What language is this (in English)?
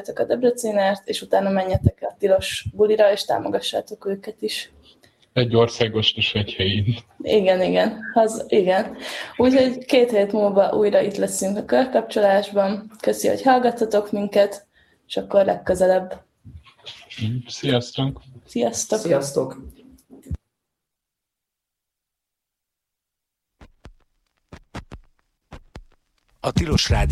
Hungarian